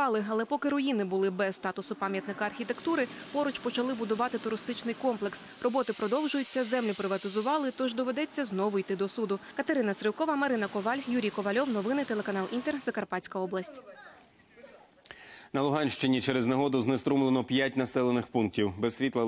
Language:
Ukrainian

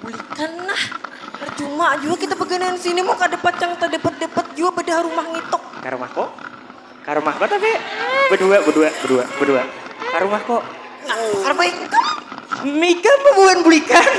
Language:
Banjar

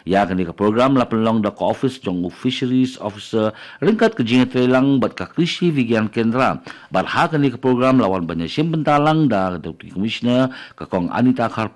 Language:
Khasi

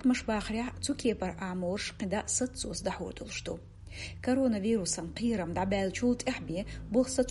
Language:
Chechen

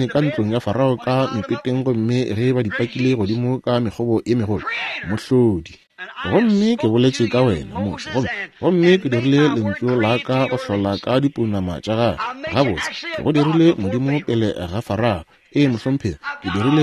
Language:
Northern Sotho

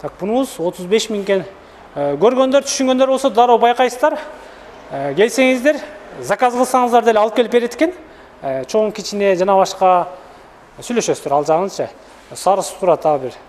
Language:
Kyrgyz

